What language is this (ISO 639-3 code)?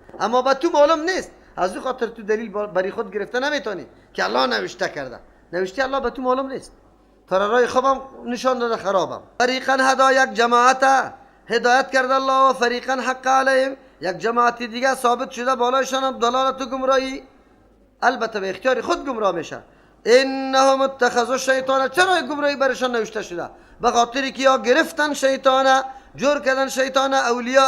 fas